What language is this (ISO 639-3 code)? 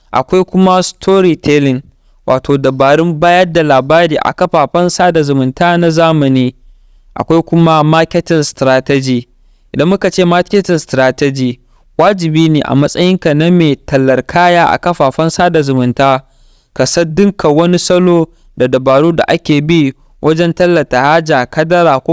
hau